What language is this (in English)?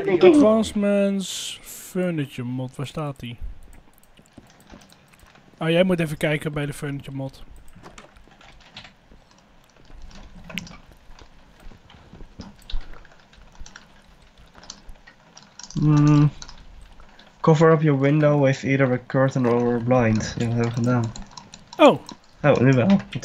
Dutch